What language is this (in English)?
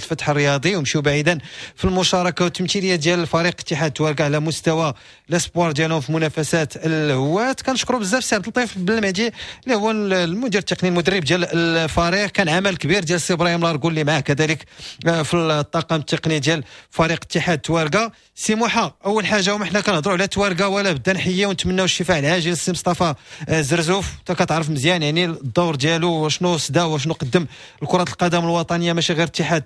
Moroccan Arabic